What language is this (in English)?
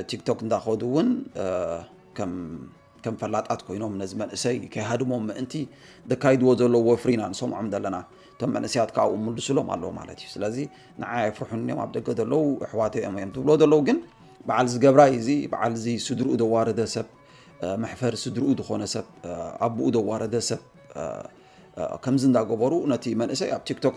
Tigrinya